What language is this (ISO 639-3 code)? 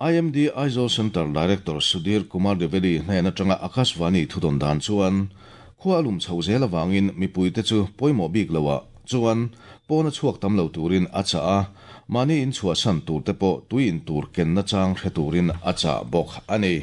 lus